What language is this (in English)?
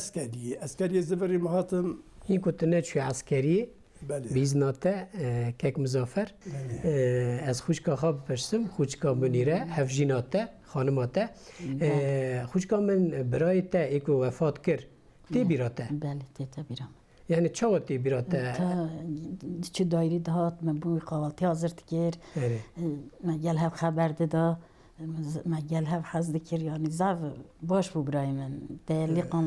Kurdish